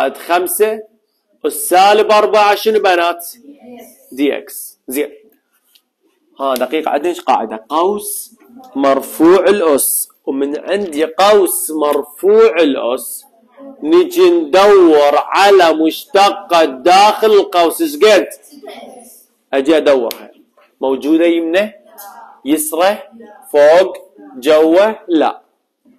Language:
Mesopotamian Arabic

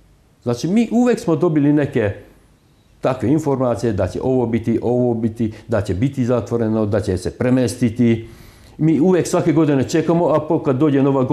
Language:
Serbian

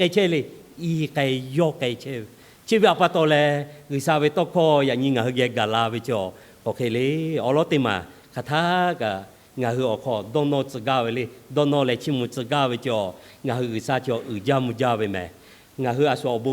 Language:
Lahu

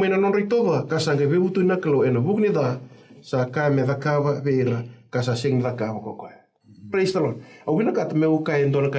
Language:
Fijian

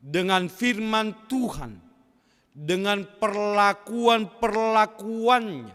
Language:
Batak Simalungun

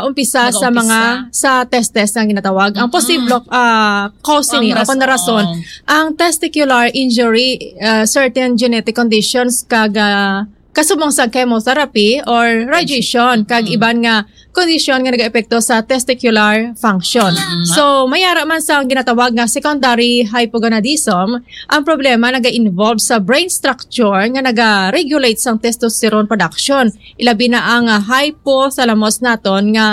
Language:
Hiligaynon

